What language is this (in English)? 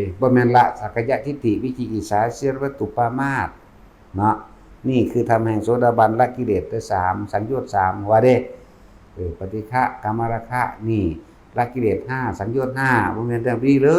Northeastern Thai